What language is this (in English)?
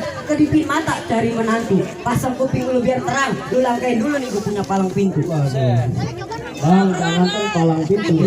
Betawi